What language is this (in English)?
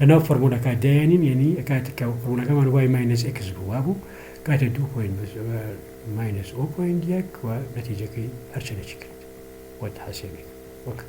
Central Kurdish